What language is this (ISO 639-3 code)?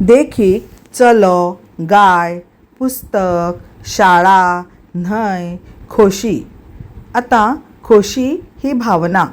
kok